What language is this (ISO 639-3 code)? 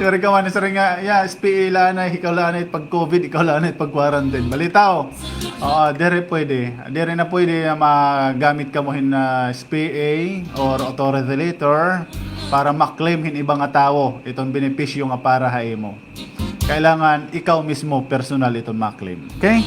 war